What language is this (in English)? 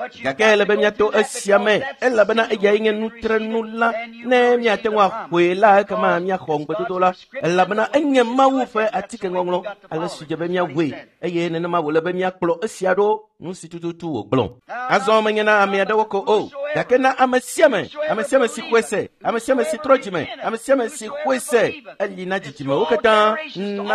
Ewe